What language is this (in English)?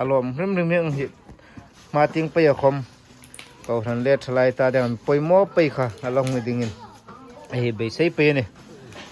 Hmar